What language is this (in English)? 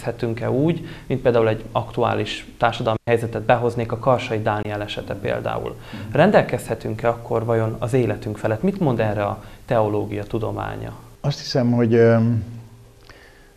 Hungarian